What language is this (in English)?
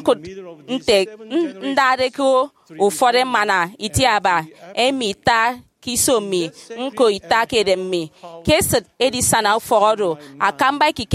Efik